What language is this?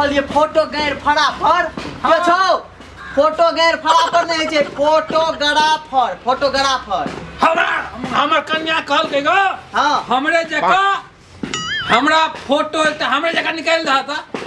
Maithili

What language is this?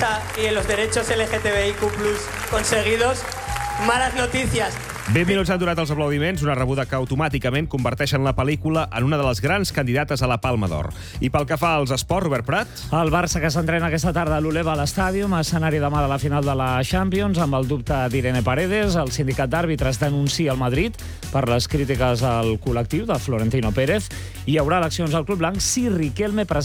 Catalan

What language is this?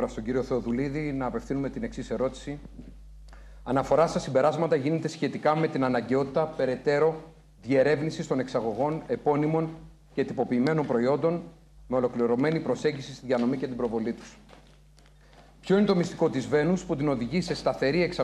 Greek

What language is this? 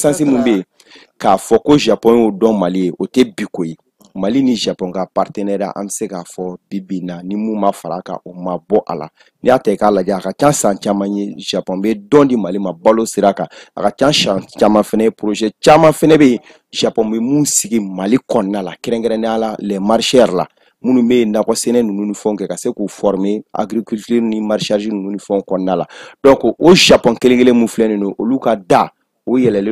Bambara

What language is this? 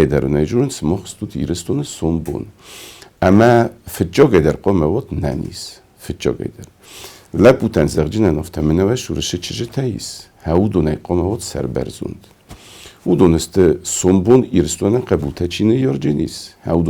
Ossetic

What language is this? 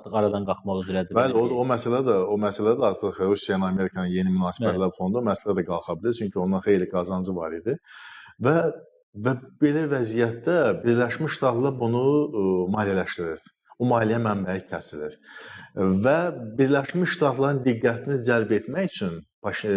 Azerbaijani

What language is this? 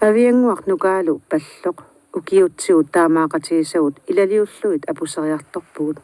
Kalaallisut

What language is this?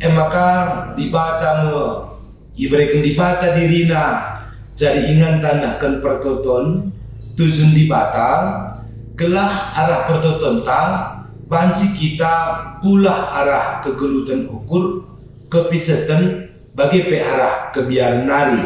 Batak Karo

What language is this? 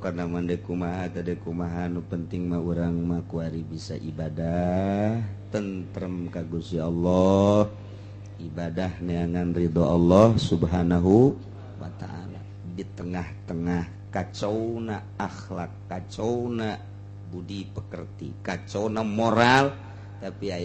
Sundanese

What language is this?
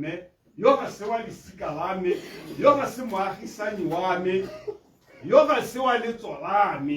Tswana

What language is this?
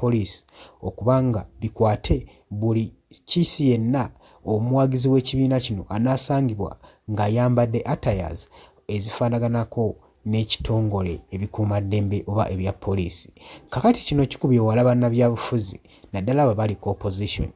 Ganda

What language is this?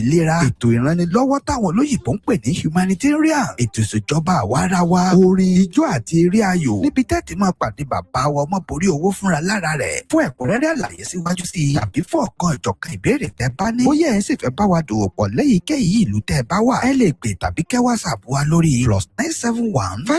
Yoruba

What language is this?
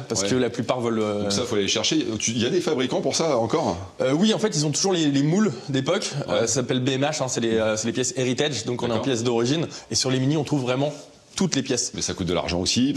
French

